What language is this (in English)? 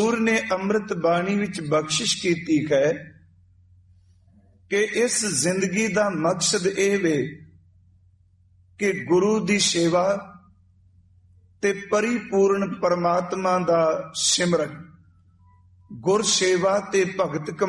Punjabi